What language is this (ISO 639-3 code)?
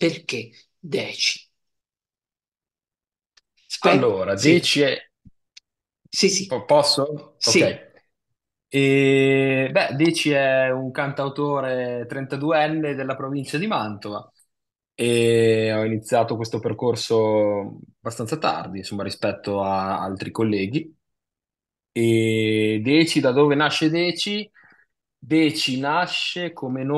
ita